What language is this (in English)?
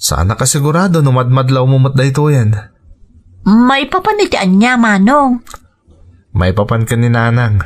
Iloko